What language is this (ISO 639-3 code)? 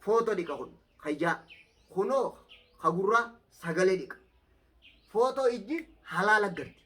orm